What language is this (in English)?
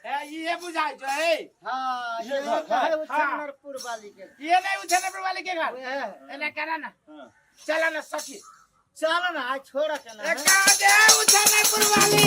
Maithili